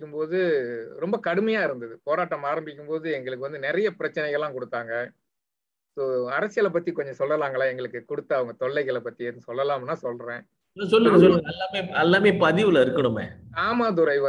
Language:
Tamil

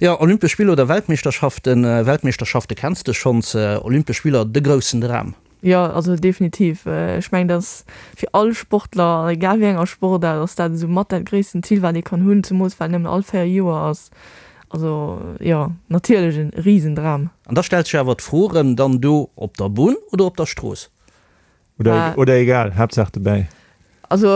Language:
Luxembourgish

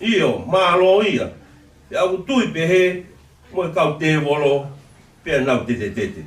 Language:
Tongan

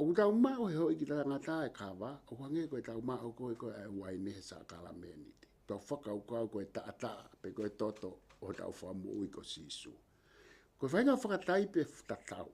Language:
Tongan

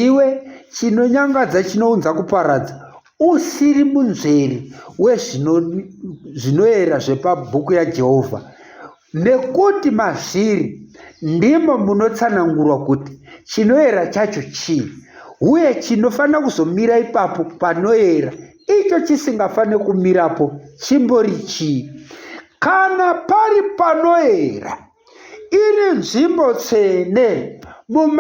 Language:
Shona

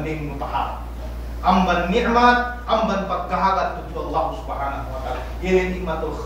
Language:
Yakan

